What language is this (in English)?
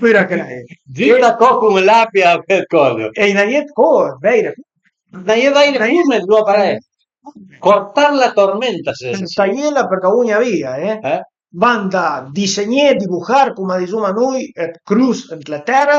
Piedmontese